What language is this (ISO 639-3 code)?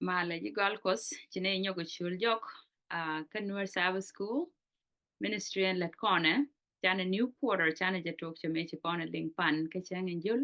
nus